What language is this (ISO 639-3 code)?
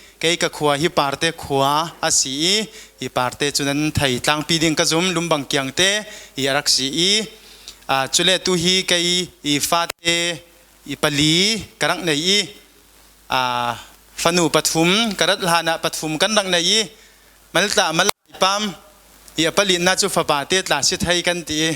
cfm